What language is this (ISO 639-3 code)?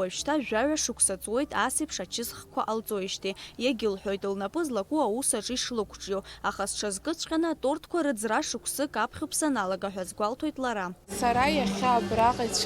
abk